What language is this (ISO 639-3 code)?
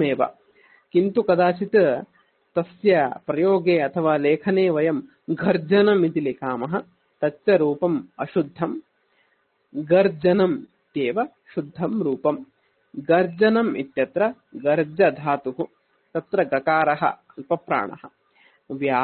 san